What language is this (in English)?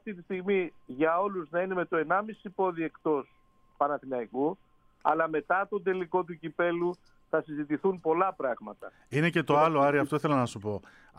Greek